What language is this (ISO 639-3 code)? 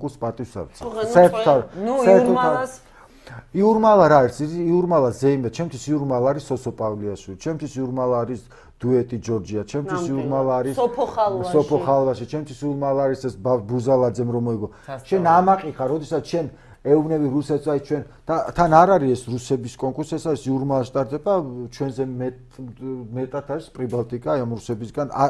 kat